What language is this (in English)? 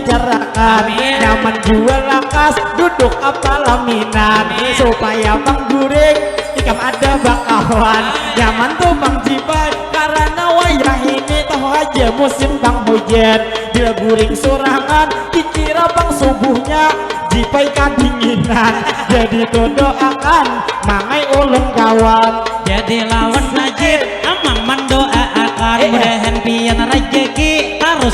Banjar